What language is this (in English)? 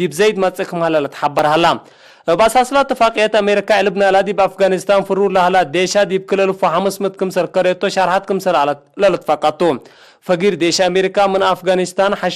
Tigre